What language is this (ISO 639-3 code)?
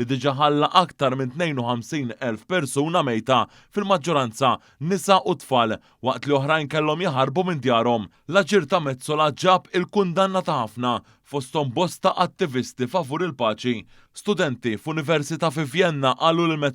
mlt